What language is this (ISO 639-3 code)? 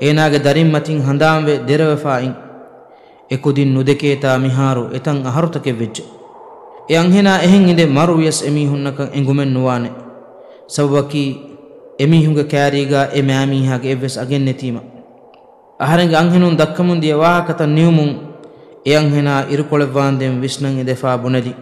div